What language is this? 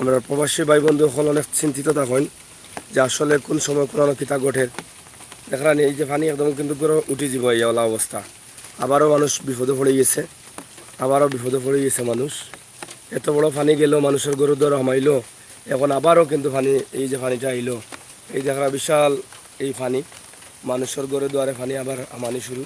Sylheti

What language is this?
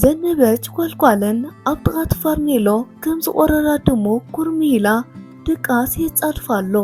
Tigrinya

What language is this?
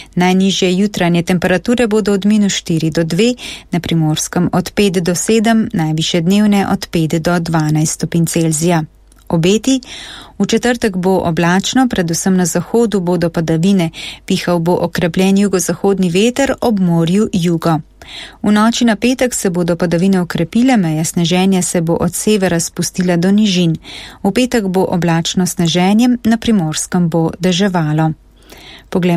Slovenian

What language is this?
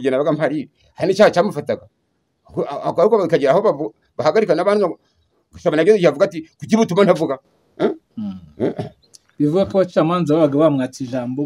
Kinyarwanda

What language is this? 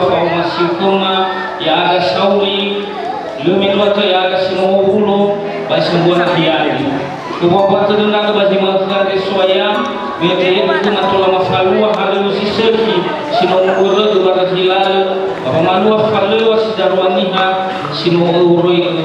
Nias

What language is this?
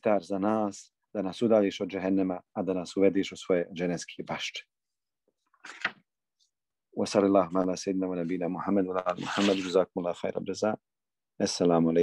Bosnian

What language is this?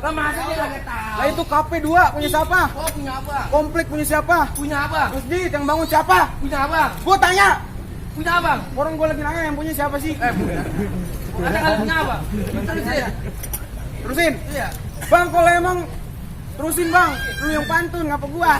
Betawi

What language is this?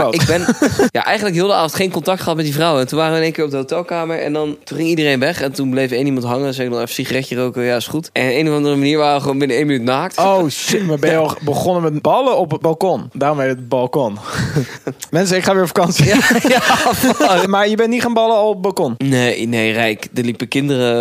Dutch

